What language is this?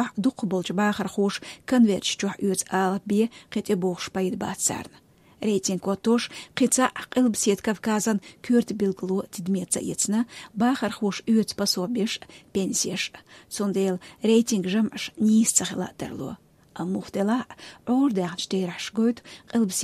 Chechen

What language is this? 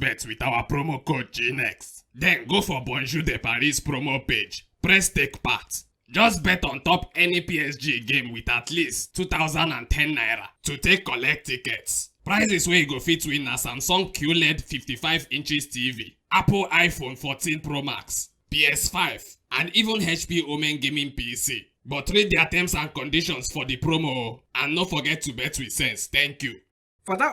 Nigerian Pidgin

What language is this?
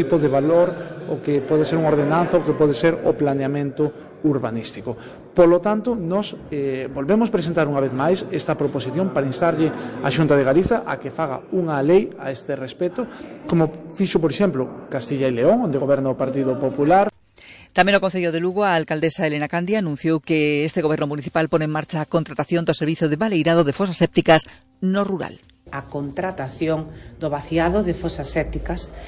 Galician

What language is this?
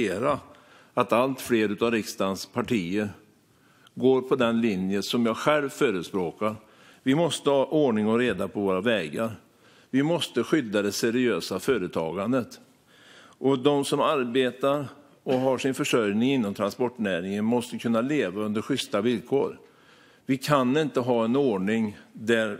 Swedish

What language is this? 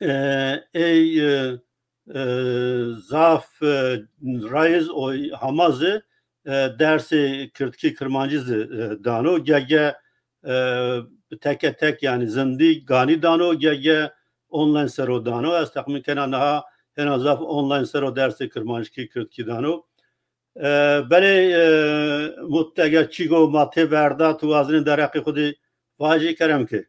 Zaza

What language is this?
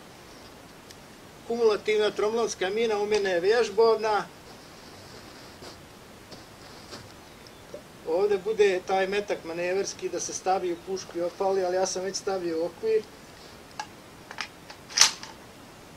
Croatian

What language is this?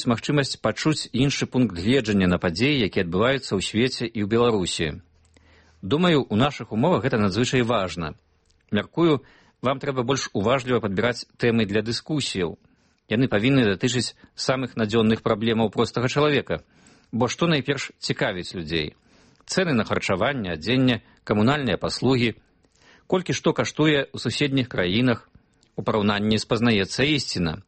Belarusian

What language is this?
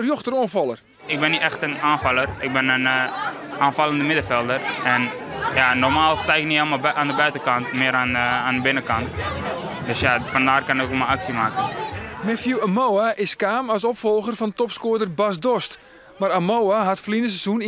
Western Frisian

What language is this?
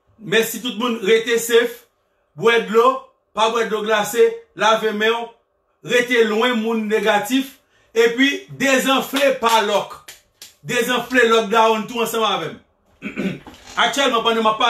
Haitian Creole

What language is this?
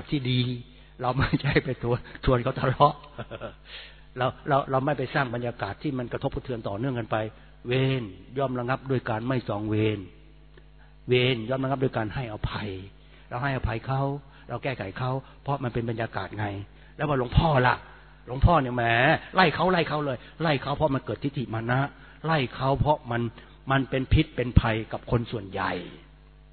Thai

